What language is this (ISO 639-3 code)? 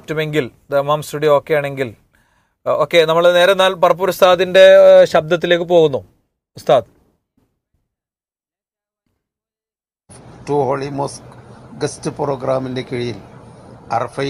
mal